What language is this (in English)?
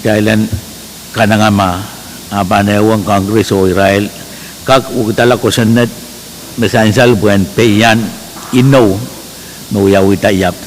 Pohnpeian